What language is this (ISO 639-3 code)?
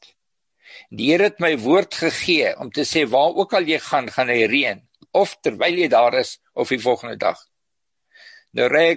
afr